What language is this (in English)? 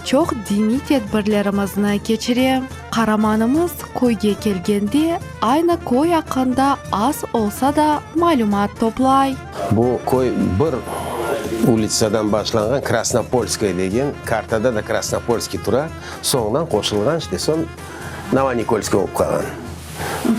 Crimean Tatar